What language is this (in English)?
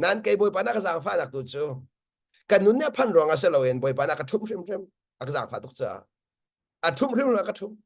Hakha Chin